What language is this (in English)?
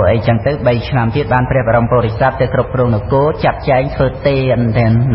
Khmer